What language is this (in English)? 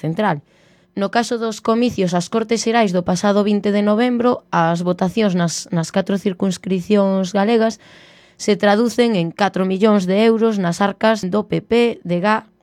Galician